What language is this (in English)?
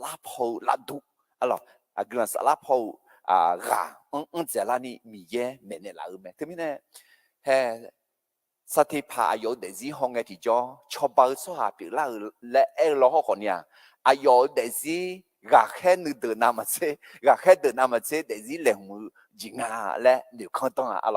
Akha